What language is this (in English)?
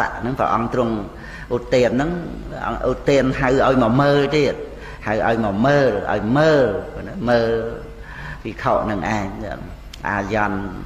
Khmer